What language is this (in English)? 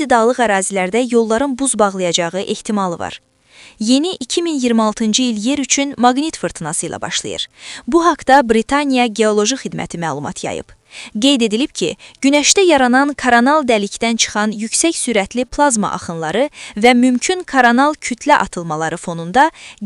Azerbaijani